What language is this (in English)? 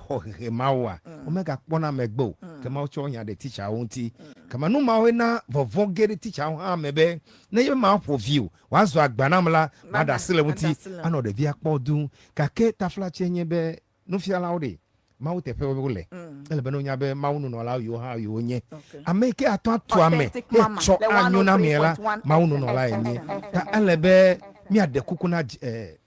Ewe